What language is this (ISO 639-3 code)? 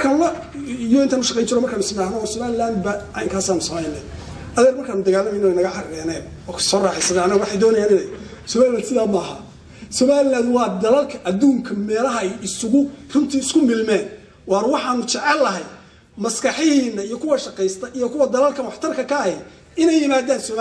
som